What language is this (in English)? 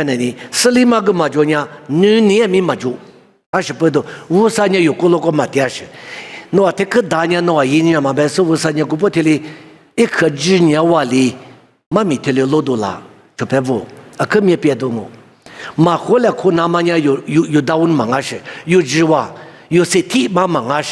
Lisu